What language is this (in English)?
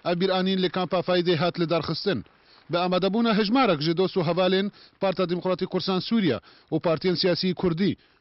Kurdish